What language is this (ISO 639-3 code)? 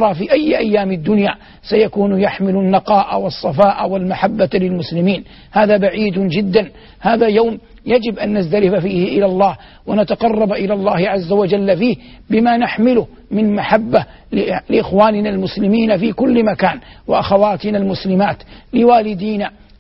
ara